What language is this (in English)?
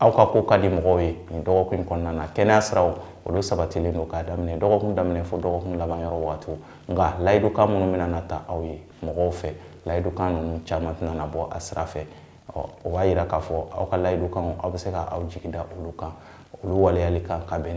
Bambara